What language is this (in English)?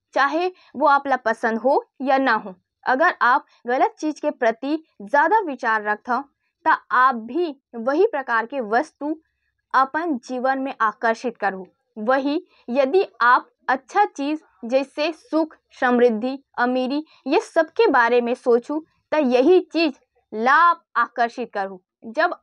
Chhattisgarhi